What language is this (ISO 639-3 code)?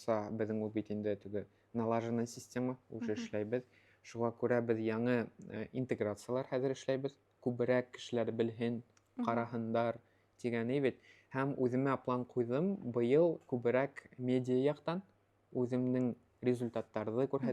bak